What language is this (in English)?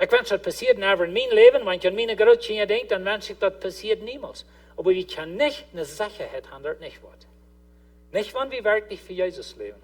Plautdietsch